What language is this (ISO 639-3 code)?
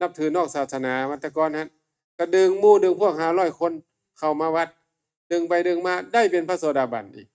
tts